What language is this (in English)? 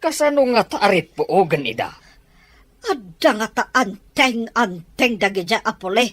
Iloko